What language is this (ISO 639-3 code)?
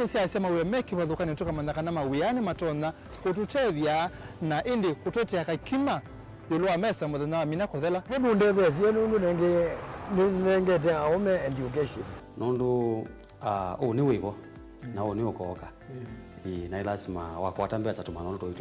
kam